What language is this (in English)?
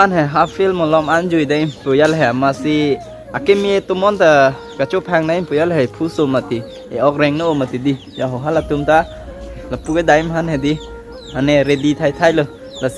Karbi